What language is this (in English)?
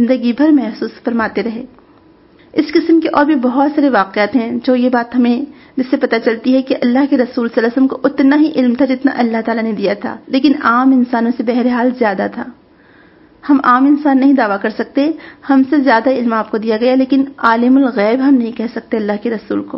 Urdu